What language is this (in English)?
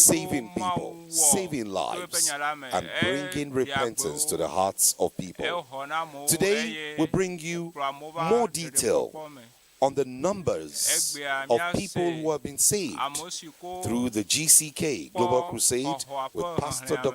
Ewe